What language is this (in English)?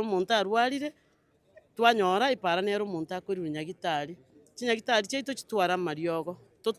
Gusii